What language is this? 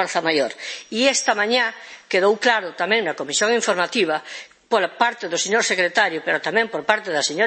Galician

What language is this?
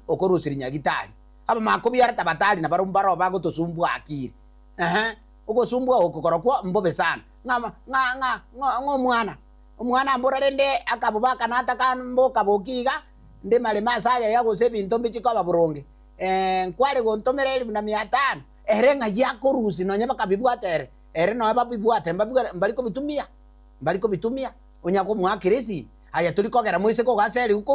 Gusii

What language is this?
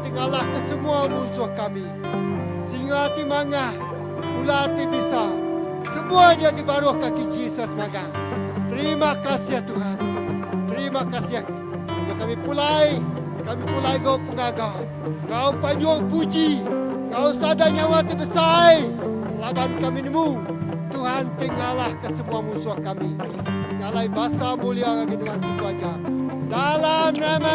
Iban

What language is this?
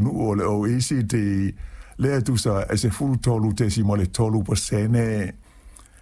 Samoan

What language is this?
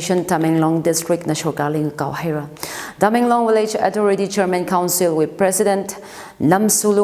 Tangkhul Naga (India)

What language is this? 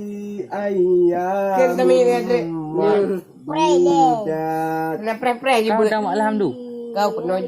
Achinese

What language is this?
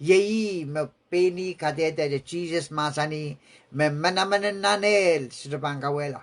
Pohnpeian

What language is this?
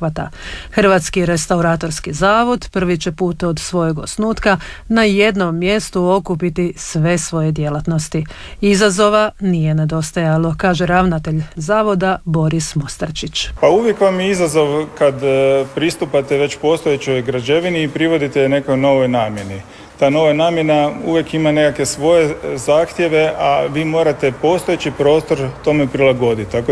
Croatian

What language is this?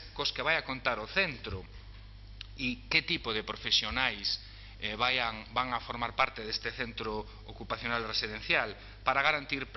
Galician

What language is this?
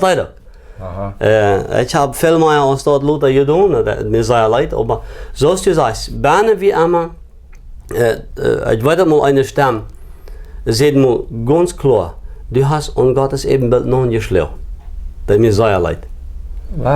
Plautdietsch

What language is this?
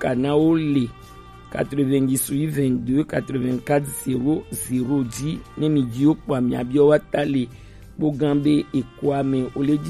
Gen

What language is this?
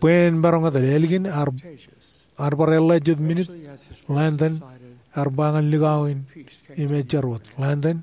Marshallese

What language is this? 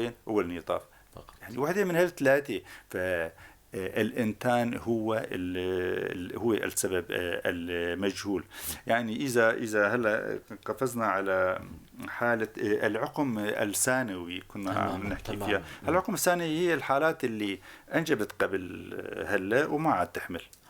North Levantine Arabic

